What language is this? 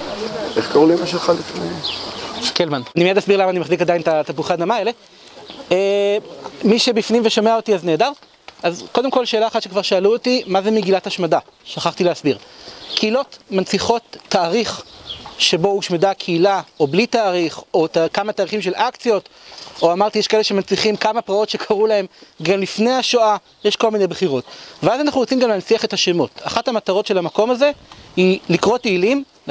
Hebrew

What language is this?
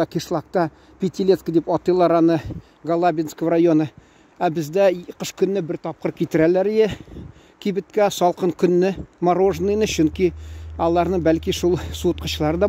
Tatar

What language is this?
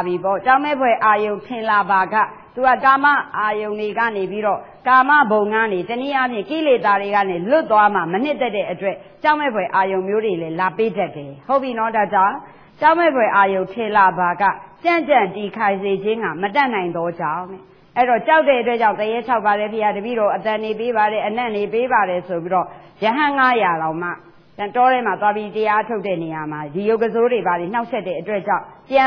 Burmese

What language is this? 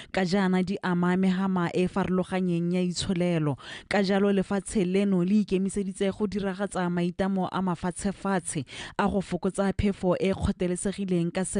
Tswana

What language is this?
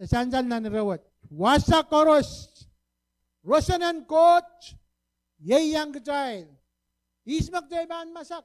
Pohnpeian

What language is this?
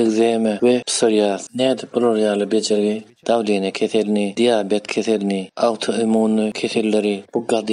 Turkmen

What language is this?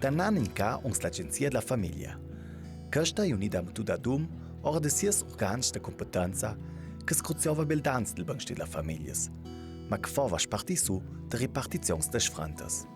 Ladin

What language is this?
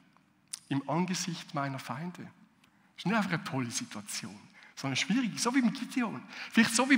Swiss German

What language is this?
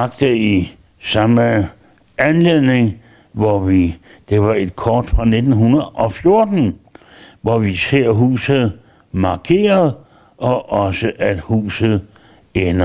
Danish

